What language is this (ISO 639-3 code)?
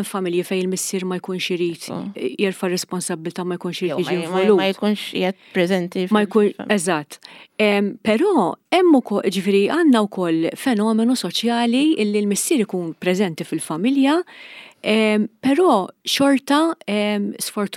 mlt